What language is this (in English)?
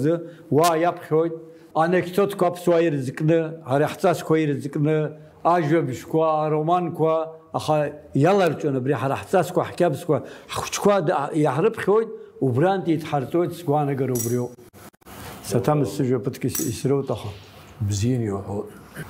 Abkhazian